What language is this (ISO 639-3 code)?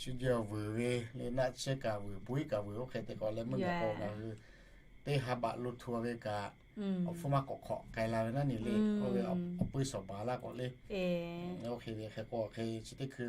lhu